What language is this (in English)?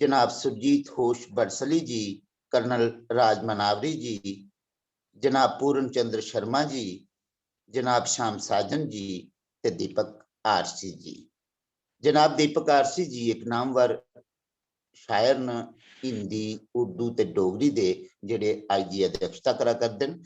Dogri